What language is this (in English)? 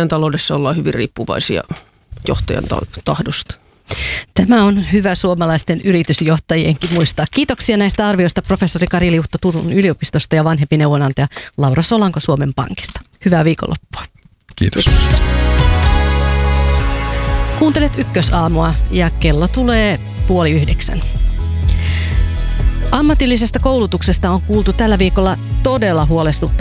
Finnish